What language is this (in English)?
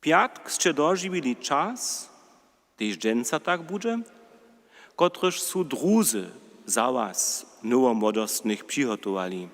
Upper Sorbian